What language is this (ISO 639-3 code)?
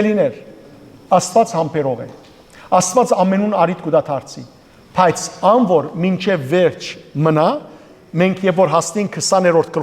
hyw